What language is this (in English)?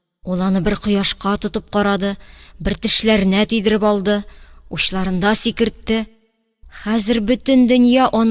Tatar